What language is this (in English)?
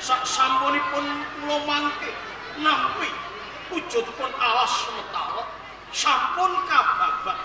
Javanese